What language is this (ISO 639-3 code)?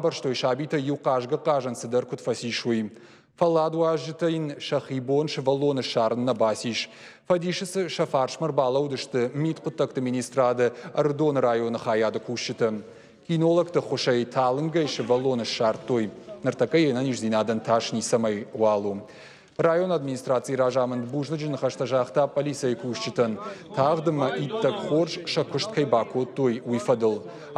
oss